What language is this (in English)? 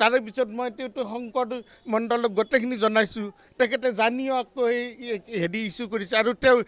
Assamese